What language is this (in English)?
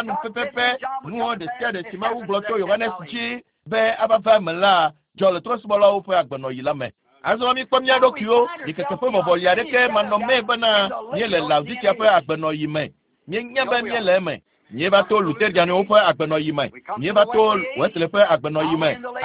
Ewe